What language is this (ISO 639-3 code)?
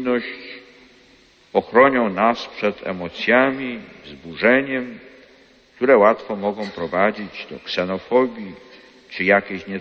pol